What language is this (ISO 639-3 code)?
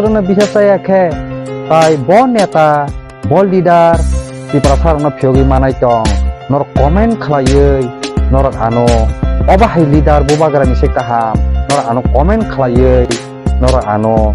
trp